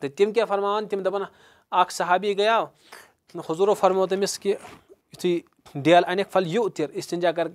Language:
Kashmiri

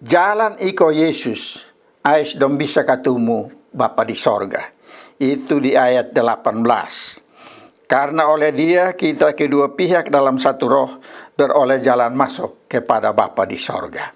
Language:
Kupang Malay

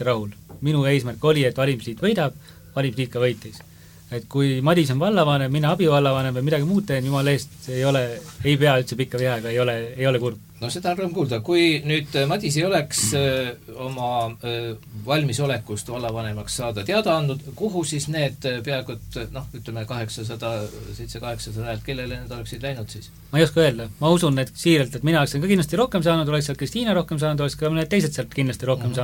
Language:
Estonian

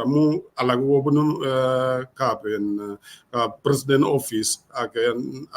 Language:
Kalenjin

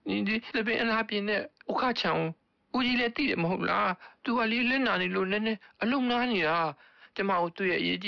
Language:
Burmese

